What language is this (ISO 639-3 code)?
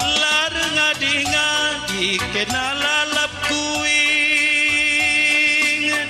btx